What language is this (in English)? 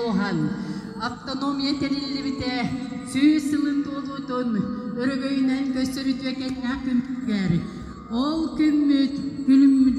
Yakut